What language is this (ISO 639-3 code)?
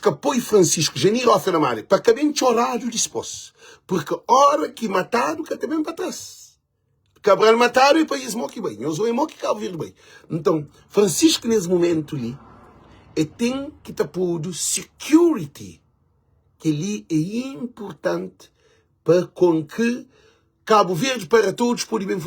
kea